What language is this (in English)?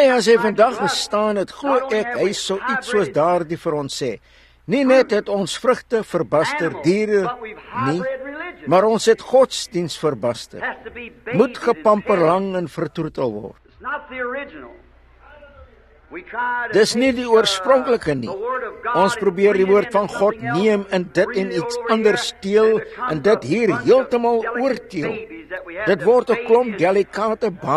Afrikaans